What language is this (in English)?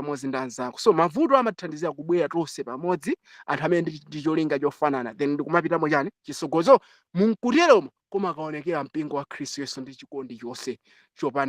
Nyanja